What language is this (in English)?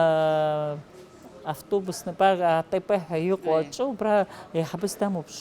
Abkhazian